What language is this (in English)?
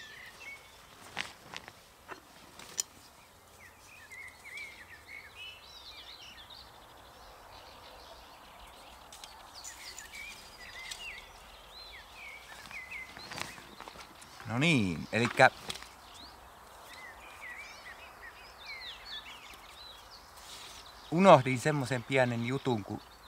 Finnish